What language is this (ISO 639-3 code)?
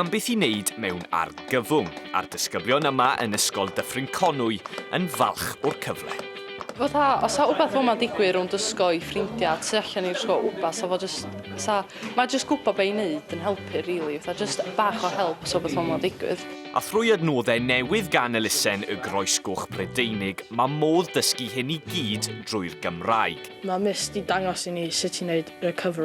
cym